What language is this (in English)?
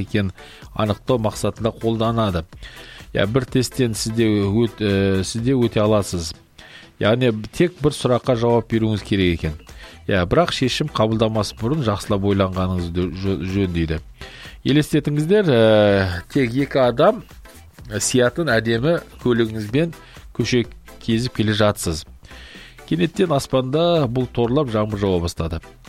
Kazakh